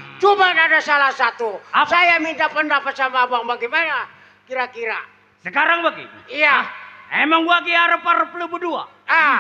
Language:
Betawi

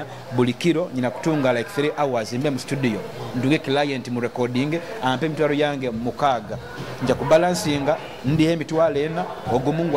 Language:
Nyoro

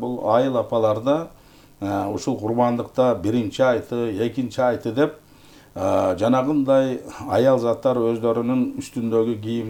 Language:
Kyrgyz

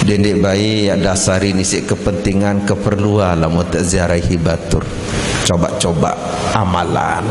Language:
Sasak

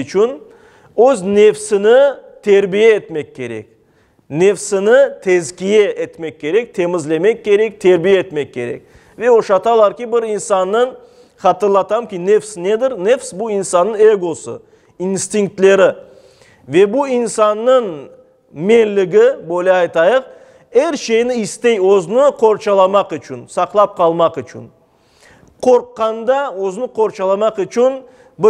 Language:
Crimean Tatar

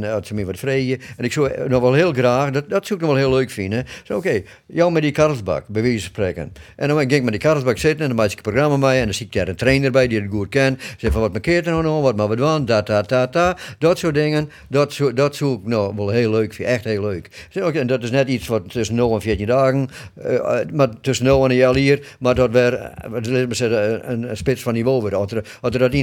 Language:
Western Frisian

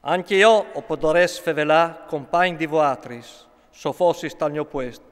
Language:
Friulian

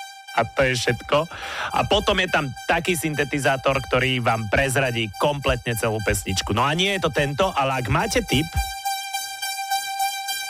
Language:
Slovak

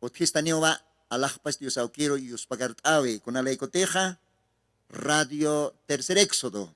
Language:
Aymara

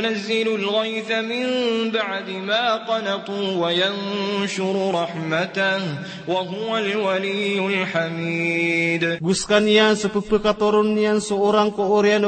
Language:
Maranao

